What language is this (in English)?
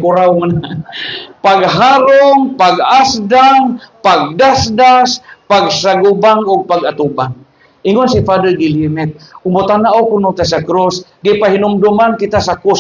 Cebuano